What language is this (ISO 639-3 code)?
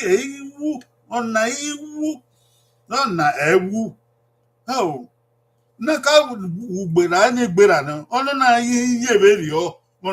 bin